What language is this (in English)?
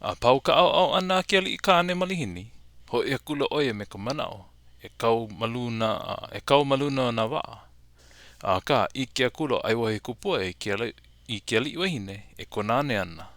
Hawaiian